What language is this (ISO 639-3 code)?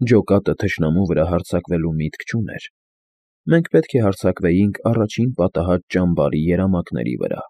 hye